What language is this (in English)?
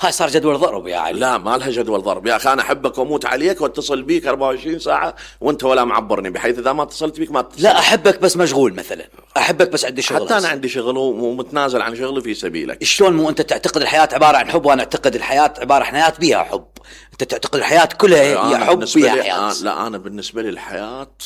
Mesopotamian Arabic